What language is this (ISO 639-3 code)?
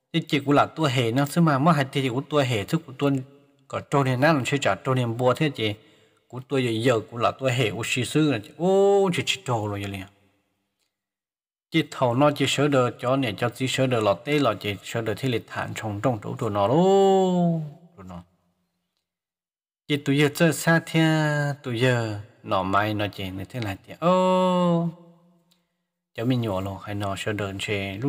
vie